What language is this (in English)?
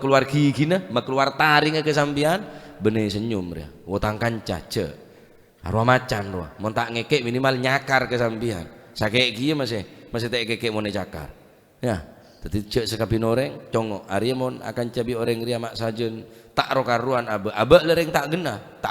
Madurese